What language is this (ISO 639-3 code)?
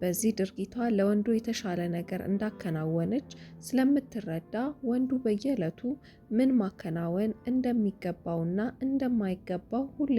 amh